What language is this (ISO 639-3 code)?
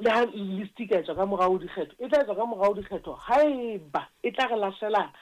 sot